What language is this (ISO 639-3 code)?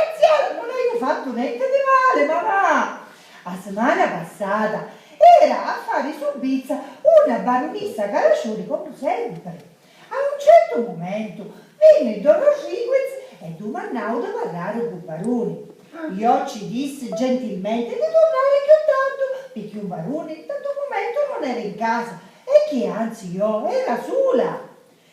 scn